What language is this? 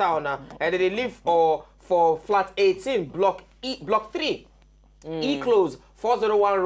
Nigerian Pidgin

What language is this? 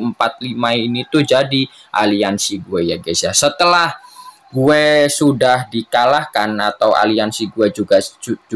Indonesian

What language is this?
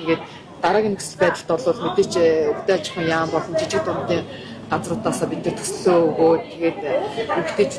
Mongolian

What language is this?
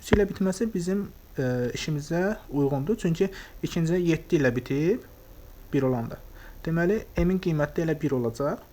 Azerbaijani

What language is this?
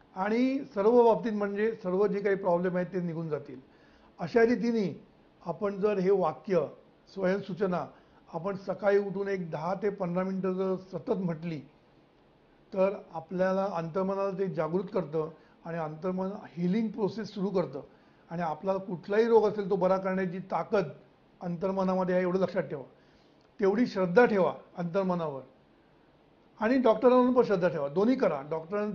Marathi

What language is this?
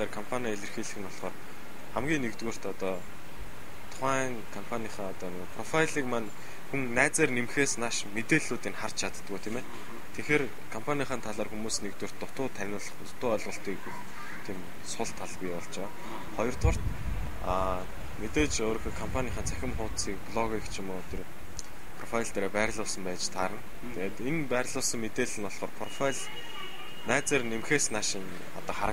Mongolian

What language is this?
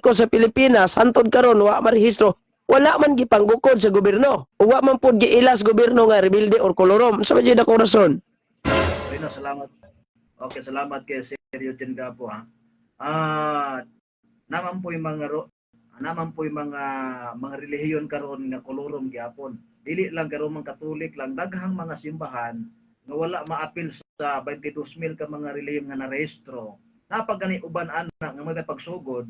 Cebuano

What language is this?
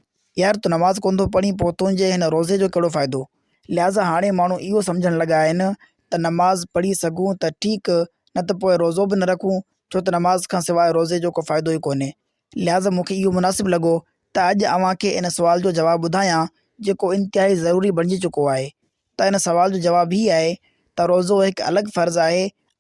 Sindhi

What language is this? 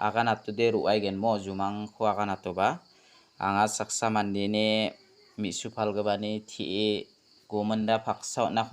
Garo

